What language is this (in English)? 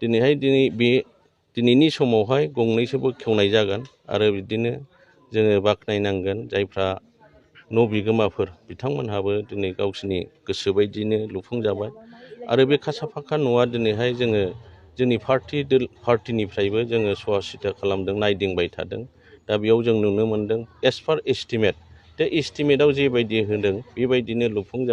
Bodo